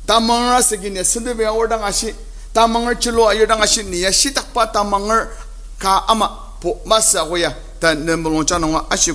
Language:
Ao Naga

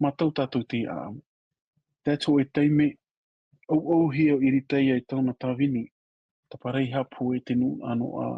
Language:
Tahitian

